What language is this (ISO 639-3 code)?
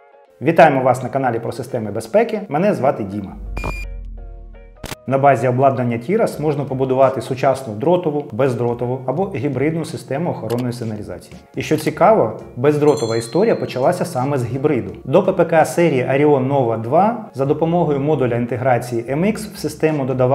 ukr